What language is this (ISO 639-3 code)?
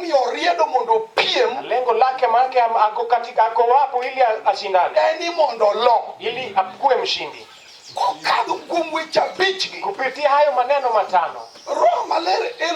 luo